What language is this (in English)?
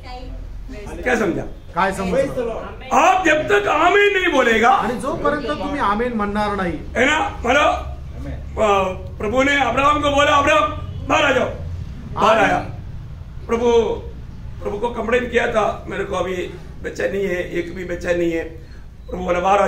Marathi